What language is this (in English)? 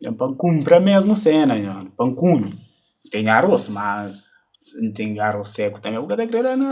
Kabuverdianu